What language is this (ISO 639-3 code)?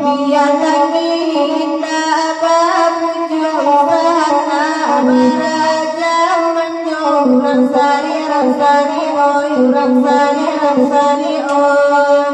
min